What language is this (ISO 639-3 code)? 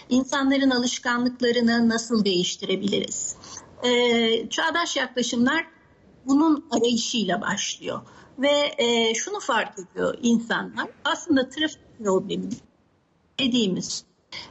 tur